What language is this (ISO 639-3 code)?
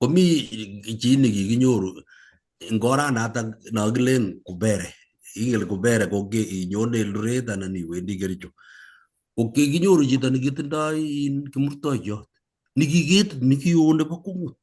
kln